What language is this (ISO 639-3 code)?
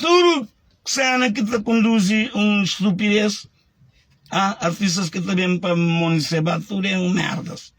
kea